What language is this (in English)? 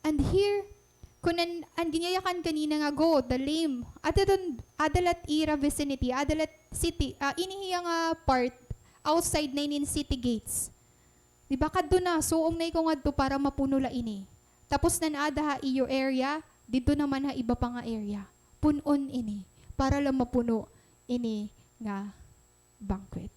Waray